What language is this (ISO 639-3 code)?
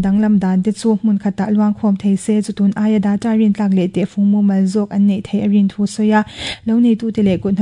lus